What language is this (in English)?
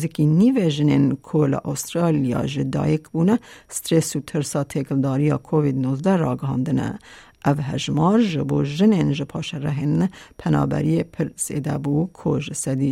Kurdish